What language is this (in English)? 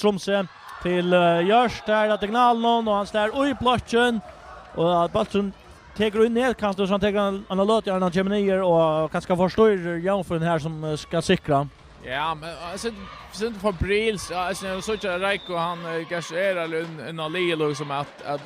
Faroese